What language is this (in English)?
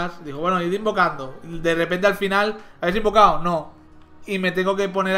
Spanish